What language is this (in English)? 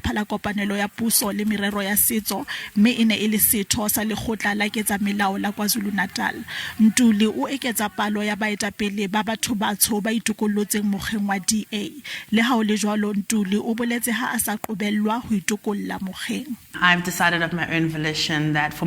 Southern Sotho